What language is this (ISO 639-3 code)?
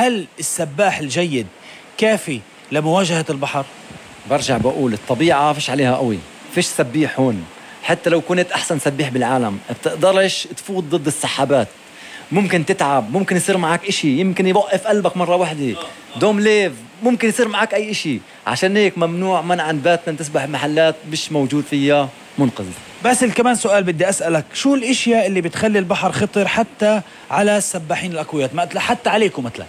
apc